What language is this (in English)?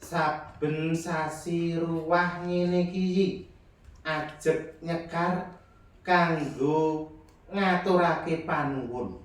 Javanese